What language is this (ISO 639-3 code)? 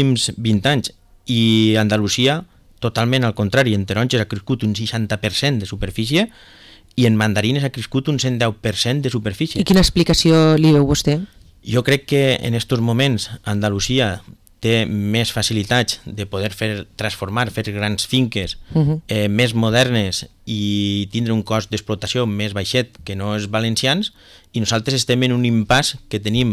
cat